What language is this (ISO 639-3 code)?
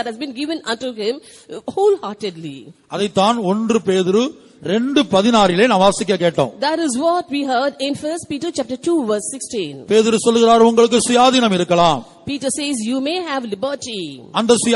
tam